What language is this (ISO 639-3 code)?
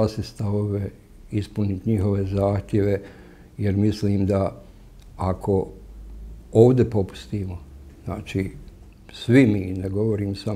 bos